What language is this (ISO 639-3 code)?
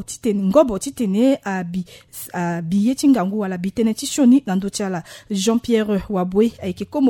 sag